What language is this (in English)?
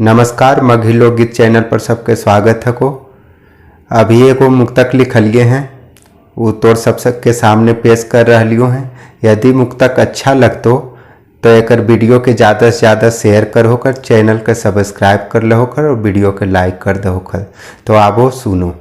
Magahi